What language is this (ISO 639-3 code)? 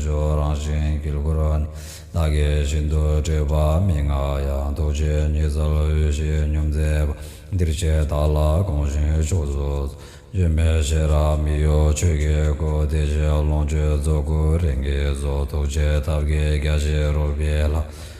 bod